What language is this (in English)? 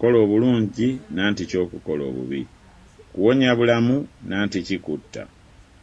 Ganda